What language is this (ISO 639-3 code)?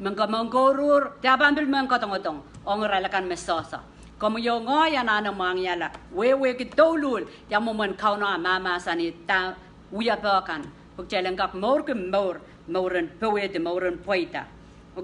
pon